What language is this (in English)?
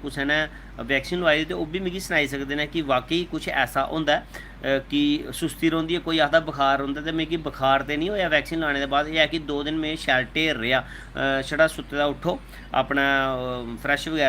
Dogri